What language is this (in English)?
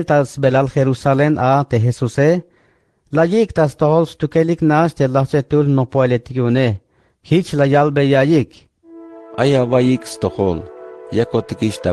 Tzeltal